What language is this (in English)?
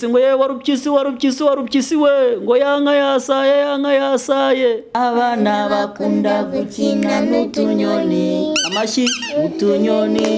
Kinyarwanda